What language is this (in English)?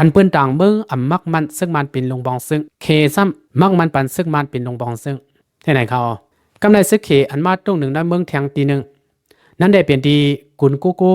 Shan